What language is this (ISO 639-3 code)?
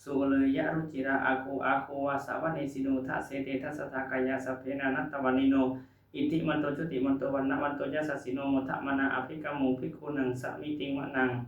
pli